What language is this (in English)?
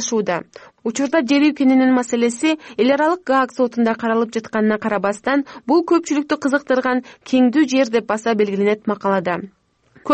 Kyrgyz